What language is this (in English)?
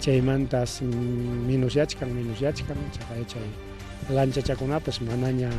Ayacucho Quechua